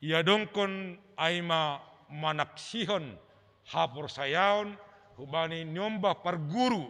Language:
Batak Simalungun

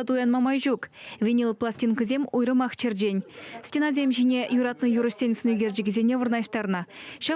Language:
Chuvash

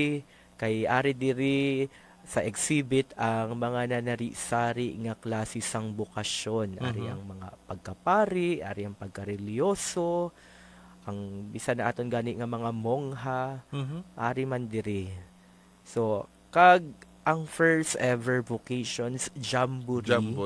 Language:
Hiligaynon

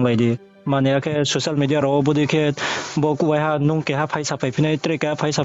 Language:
Riang (India)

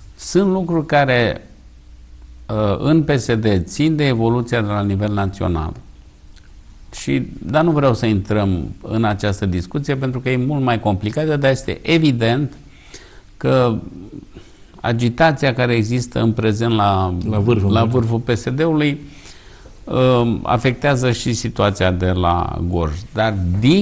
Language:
Romanian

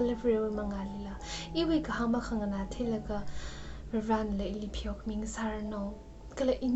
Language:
Tangkhul Naga (India)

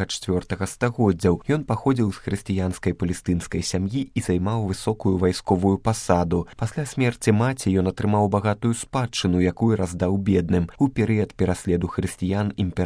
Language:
Belarusian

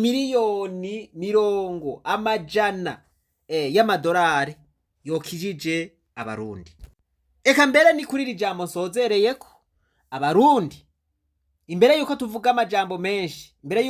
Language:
Rundi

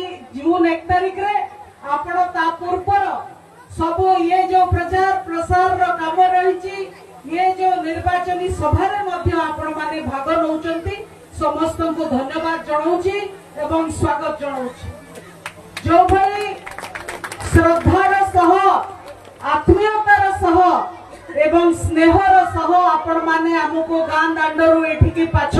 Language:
Odia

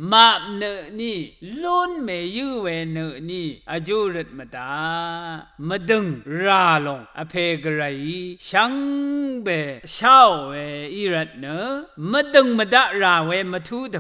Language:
Rawang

